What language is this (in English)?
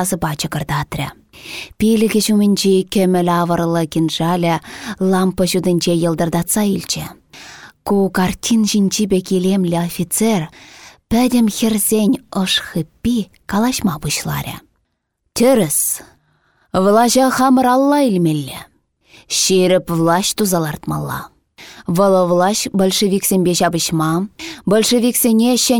Chuvash